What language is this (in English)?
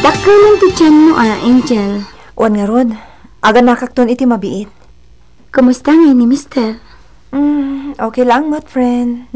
Iloko